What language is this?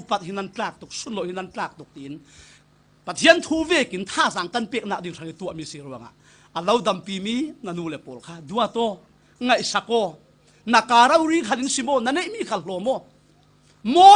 Falam Chin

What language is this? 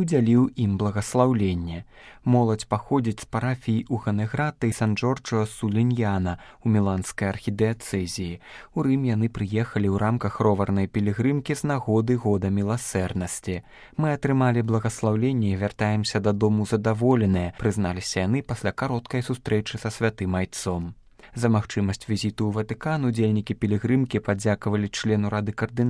Belarusian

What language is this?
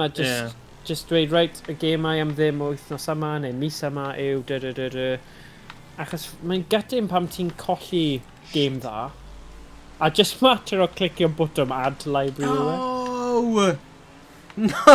Welsh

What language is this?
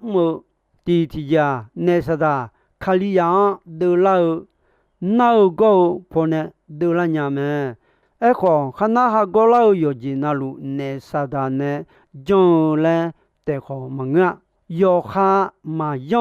Akha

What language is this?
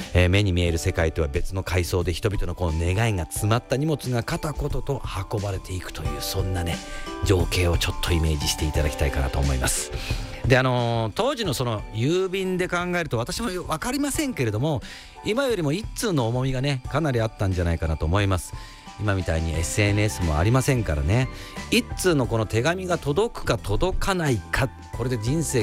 Japanese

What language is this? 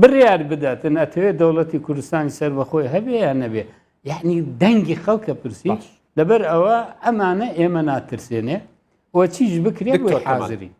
Central Kurdish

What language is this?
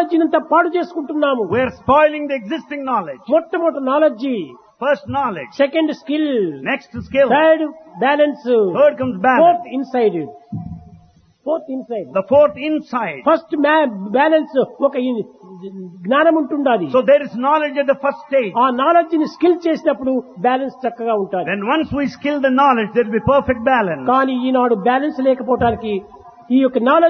Telugu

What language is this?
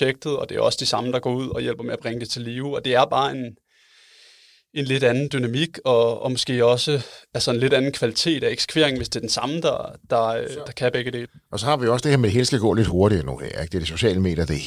Danish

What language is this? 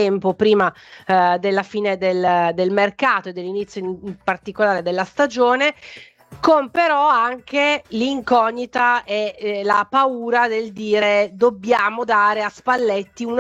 Italian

